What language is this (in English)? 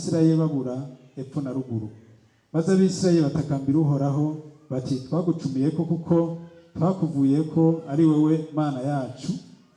Rundi